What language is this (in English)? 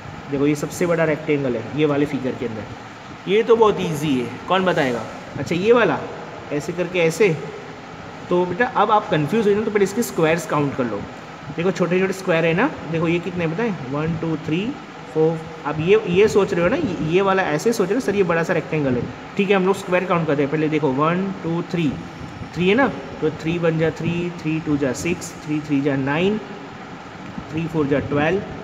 Hindi